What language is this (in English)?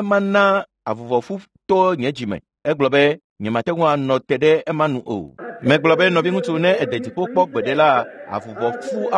Ewe